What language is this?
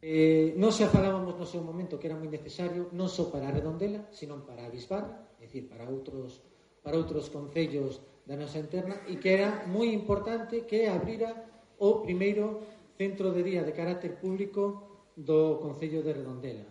Galician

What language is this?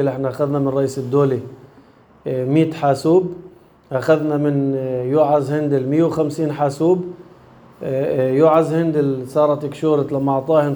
North Levantine Arabic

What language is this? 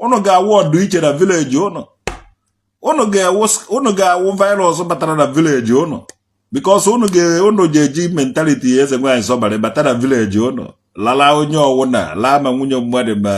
Igbo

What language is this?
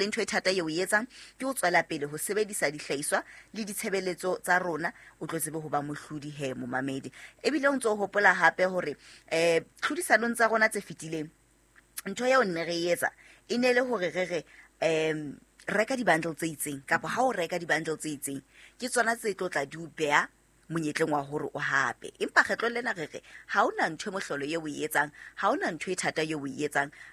Southern Sotho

